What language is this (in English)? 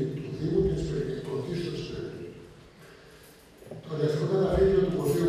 Greek